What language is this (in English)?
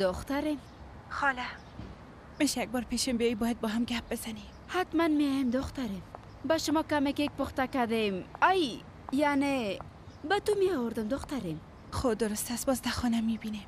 Persian